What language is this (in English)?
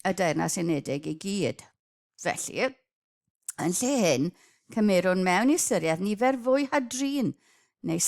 Welsh